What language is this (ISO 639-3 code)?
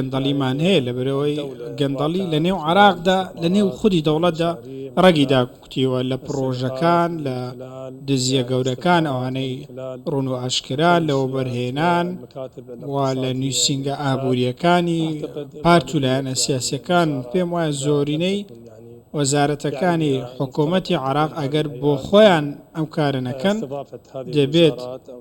ckb